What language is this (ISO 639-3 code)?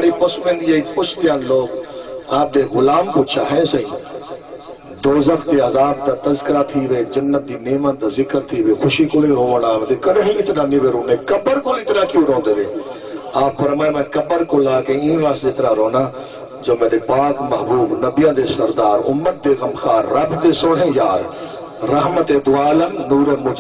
skr